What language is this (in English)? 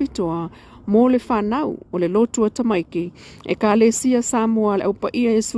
Samoan